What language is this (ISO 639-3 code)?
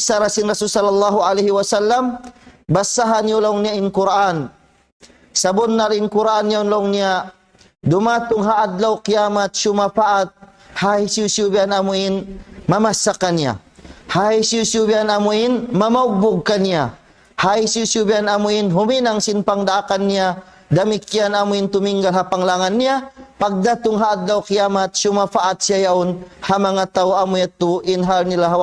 tsg